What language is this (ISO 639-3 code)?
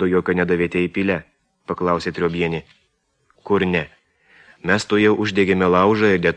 lit